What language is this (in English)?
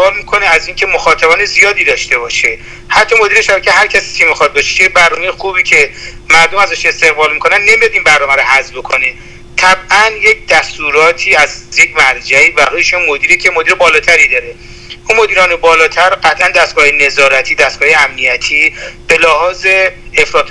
Persian